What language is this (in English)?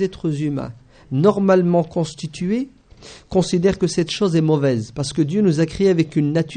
French